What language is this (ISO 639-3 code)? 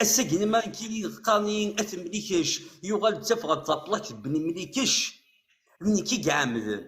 kab